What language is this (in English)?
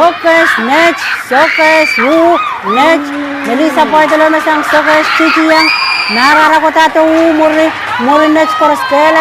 Pohnpeian